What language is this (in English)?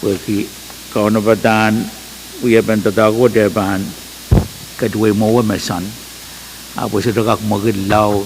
Pohnpeian